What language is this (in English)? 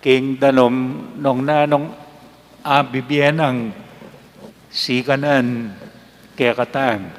Pampanga